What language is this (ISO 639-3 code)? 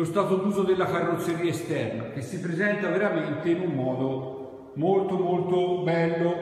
ita